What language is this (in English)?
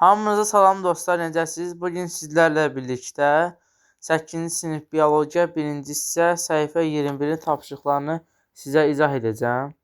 Azerbaijani